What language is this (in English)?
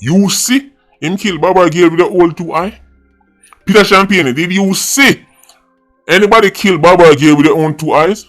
Jamaican Creole English